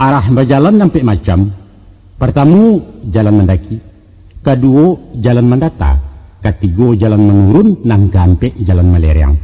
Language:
Minangkabau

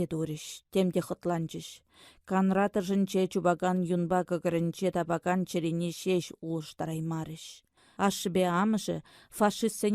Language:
Chuvash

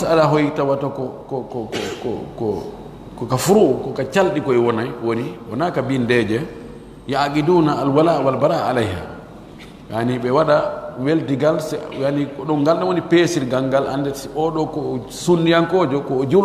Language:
Pular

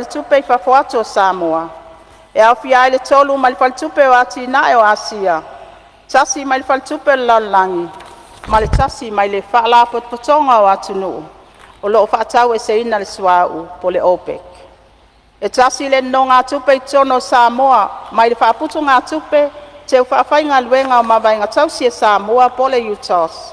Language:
Samoan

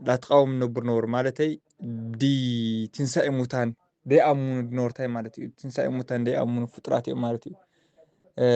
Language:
Tigrinya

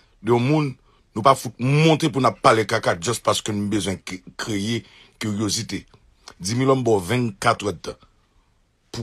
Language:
Haitian Creole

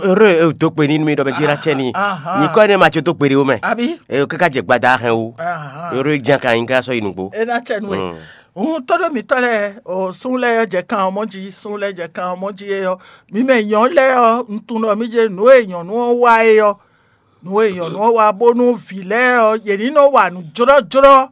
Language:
Fon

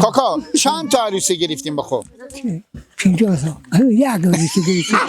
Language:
Persian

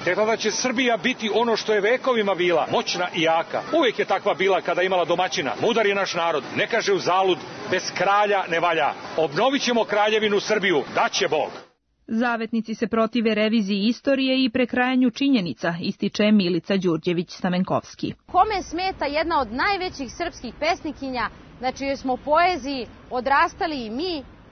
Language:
Serbian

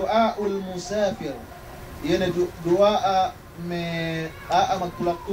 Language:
Yakan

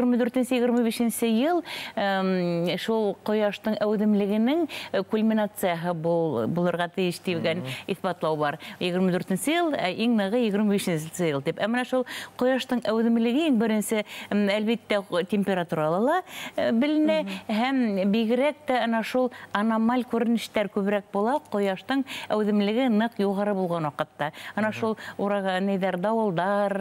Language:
Bashkir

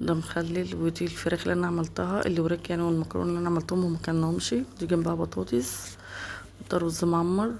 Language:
Egyptian Arabic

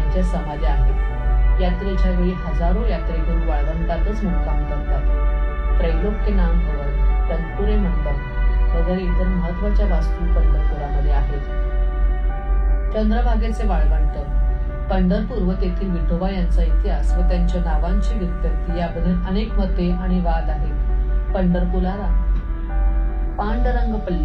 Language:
Marathi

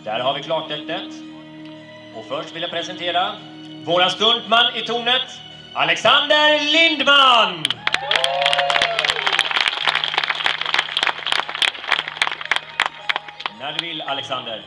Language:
Swedish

